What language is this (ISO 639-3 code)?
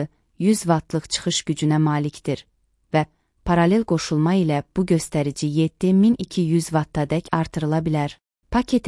aze